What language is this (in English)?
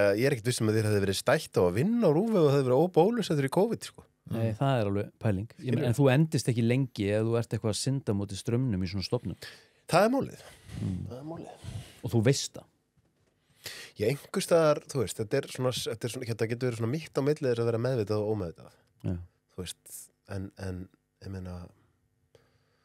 Icelandic